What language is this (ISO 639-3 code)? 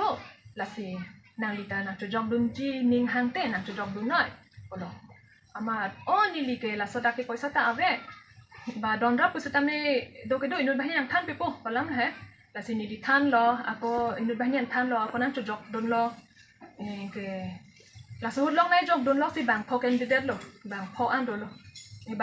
mjw